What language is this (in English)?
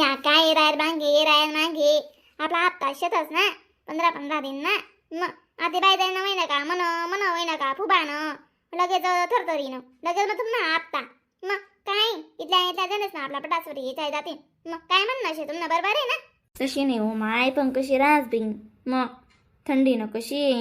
Khandesi